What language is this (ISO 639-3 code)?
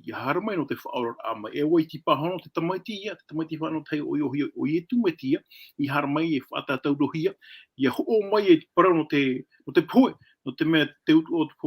tah